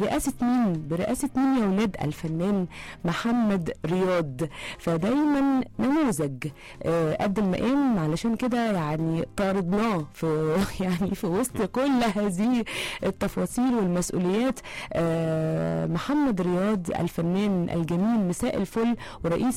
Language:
Egyptian Arabic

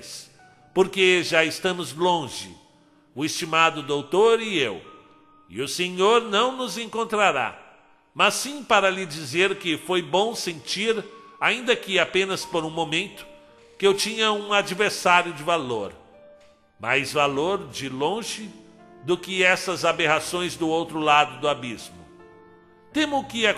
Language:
Portuguese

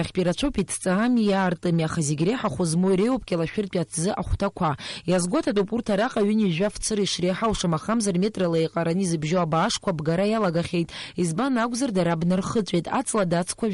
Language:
Abkhazian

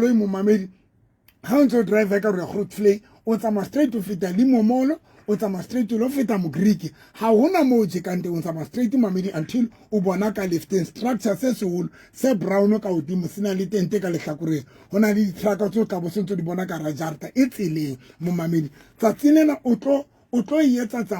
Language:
Southern Sotho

